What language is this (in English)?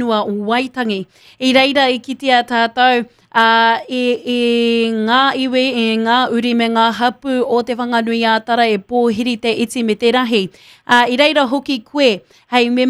Māori